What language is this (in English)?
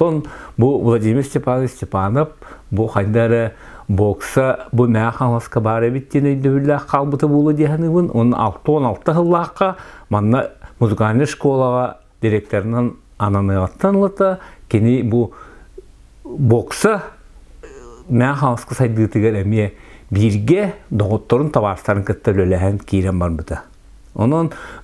Yakut